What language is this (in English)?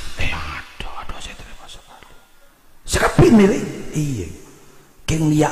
Madurese